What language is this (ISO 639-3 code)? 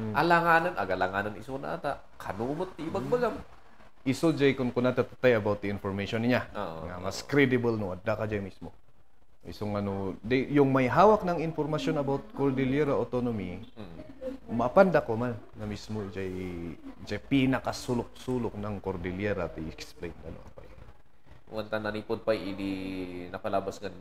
ilo